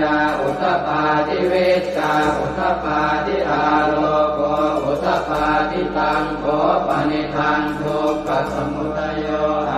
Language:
Pali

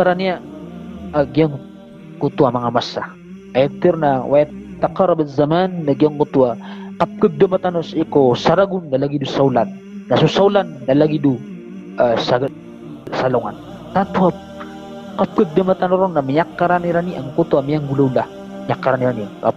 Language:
Maranao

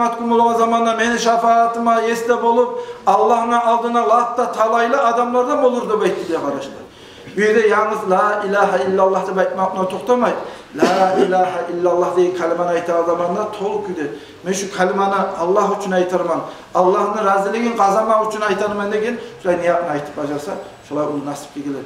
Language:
Kumyk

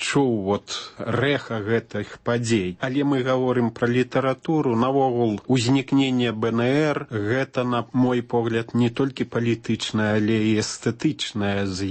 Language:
Belarusian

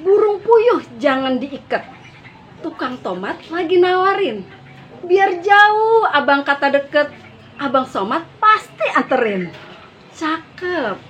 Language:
Betawi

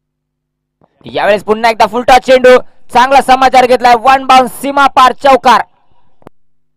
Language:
Marathi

